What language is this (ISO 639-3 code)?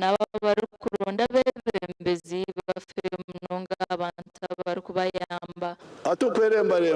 nyn